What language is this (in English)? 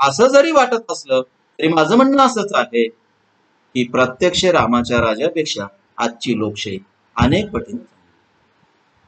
Marathi